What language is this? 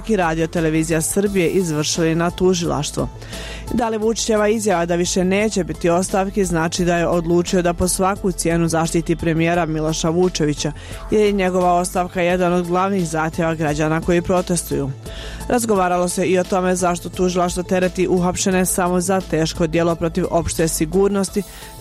Serbian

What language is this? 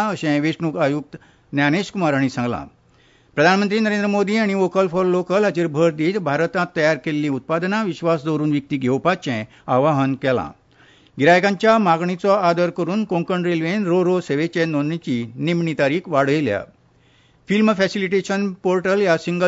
Konkani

